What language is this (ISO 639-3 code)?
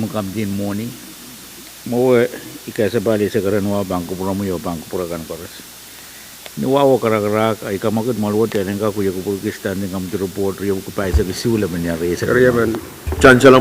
pon